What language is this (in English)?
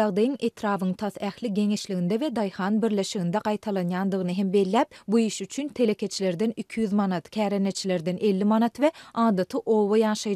Turkmen